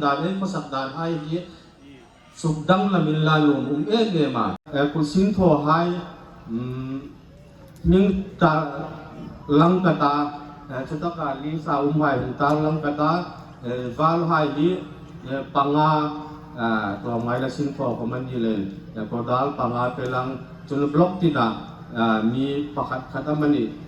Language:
Hmar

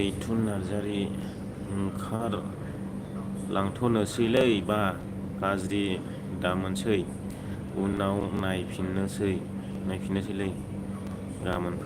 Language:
Bodo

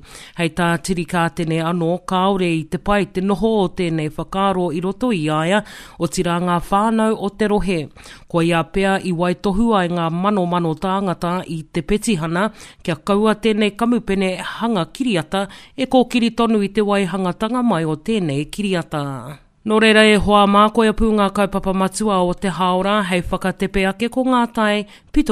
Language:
Māori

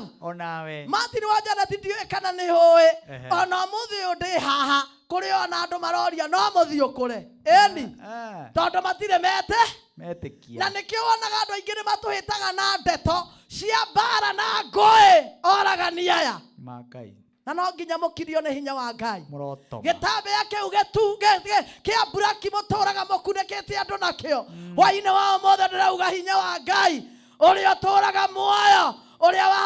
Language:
Kikuyu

